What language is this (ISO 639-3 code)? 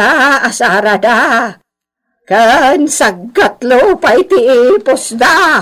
ilo